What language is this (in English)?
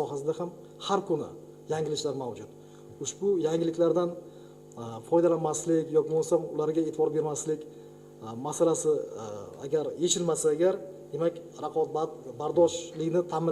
Uzbek